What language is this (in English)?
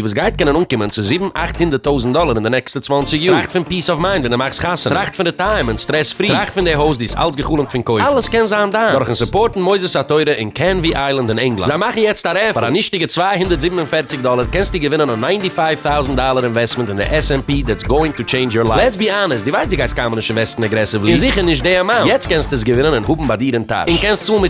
Yiddish